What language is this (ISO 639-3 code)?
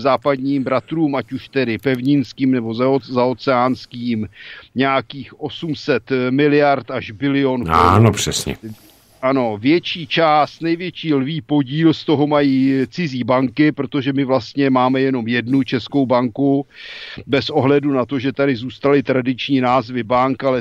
ces